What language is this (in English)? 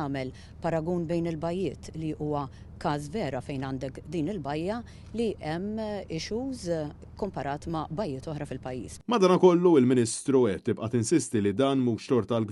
Maltese